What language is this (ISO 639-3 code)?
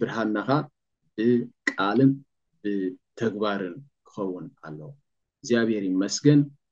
tir